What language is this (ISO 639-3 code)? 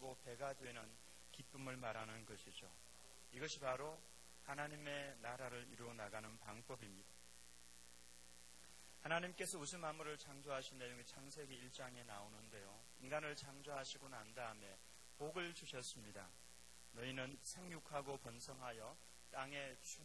kor